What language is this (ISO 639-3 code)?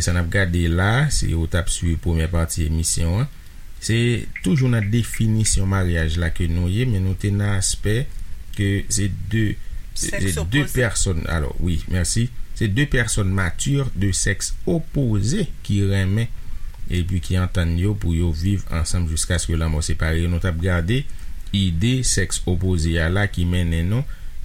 hat